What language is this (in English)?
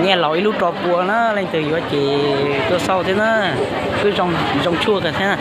Hmong